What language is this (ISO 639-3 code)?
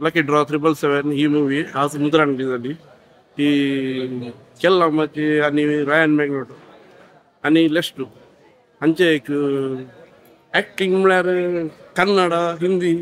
kok